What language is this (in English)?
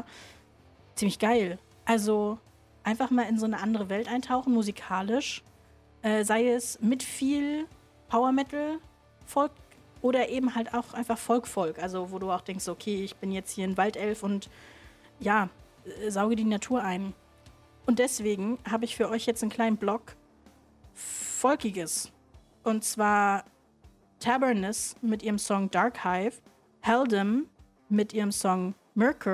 German